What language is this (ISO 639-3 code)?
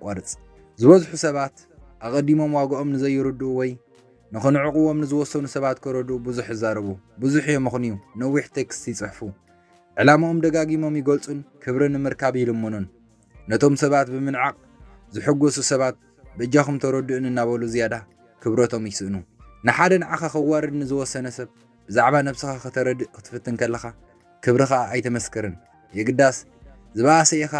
tir